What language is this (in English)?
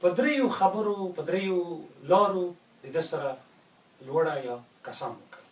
Pashto